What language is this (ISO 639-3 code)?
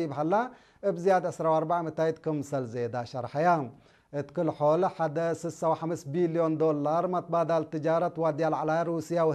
tir